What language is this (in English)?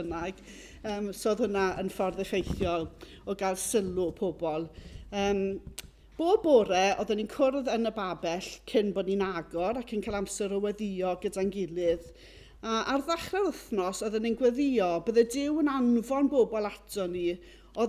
Welsh